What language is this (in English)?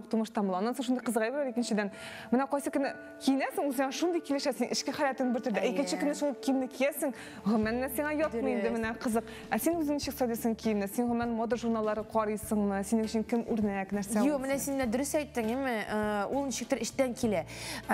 Tatar